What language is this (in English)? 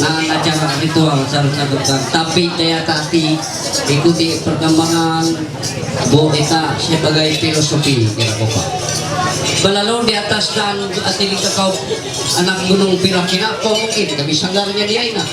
Ma'anyan